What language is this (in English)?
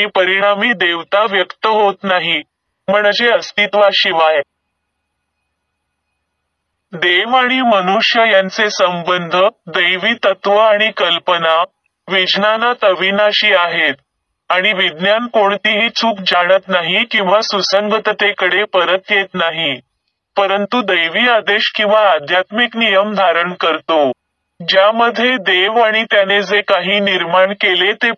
Marathi